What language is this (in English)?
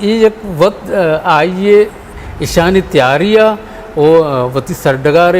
Eastern Balochi